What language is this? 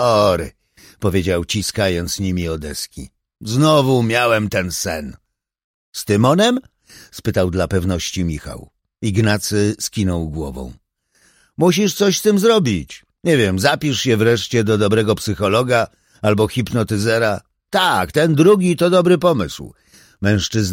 Polish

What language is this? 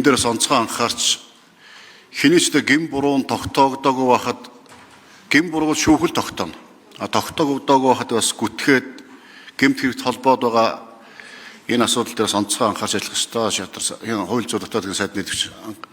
Mongolian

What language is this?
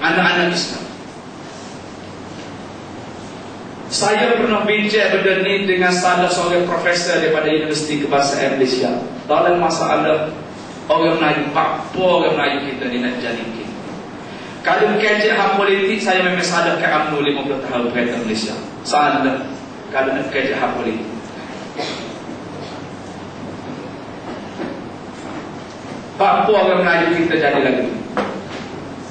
Malay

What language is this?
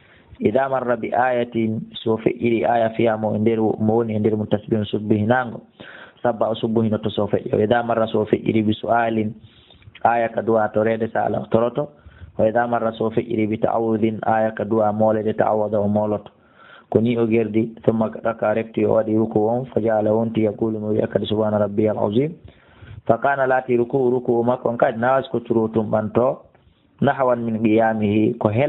Fula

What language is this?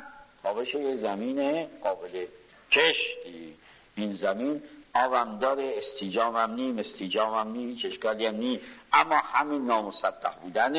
Persian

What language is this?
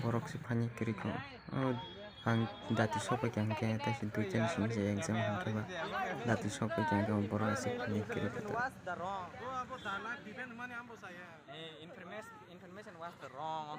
Kok Borok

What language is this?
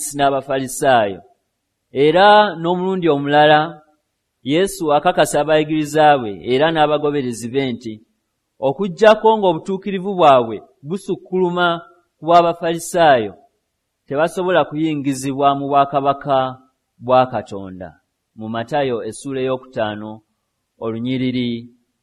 Ganda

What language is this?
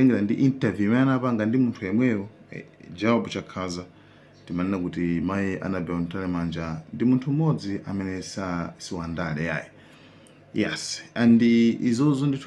Nyanja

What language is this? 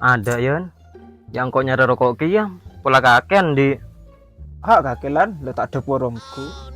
Madurese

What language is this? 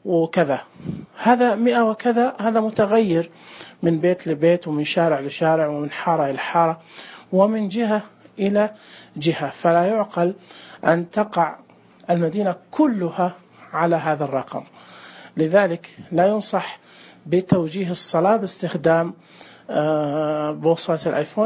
Najdi Arabic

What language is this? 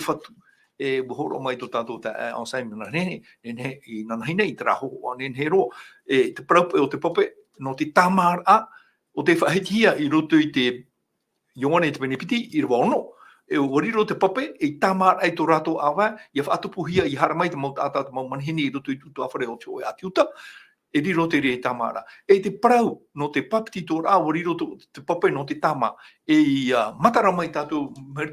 Tahitian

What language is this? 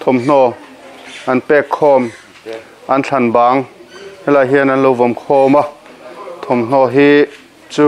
Mizo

